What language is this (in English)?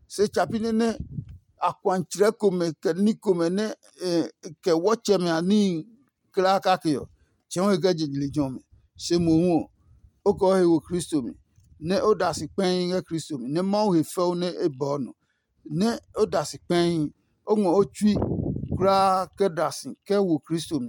Adangme